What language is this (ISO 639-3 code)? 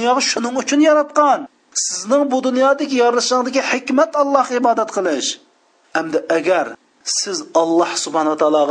uig